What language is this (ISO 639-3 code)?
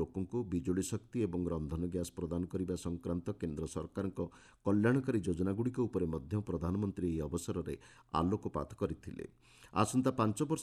ori